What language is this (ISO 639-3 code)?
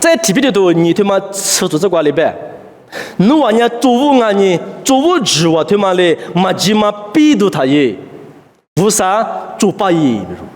lis